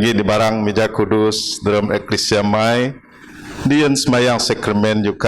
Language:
Biatah Bidayuh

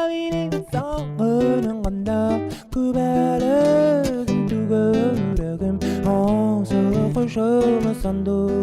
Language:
Bashkir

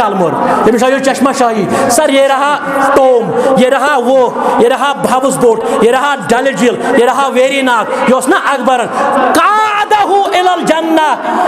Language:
Kashmiri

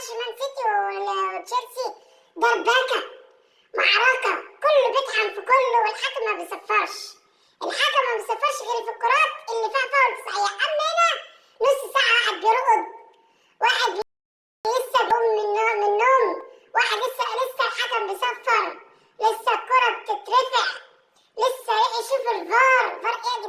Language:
Egyptian Arabic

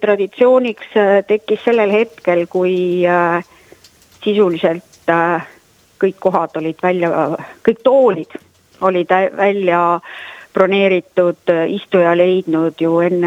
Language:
Estonian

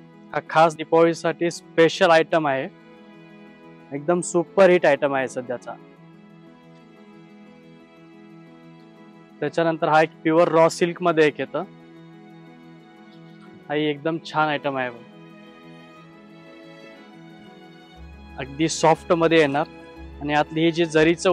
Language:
Marathi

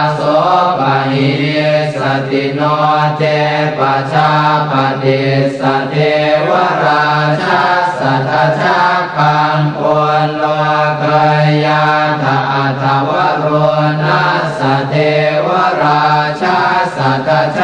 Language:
Pali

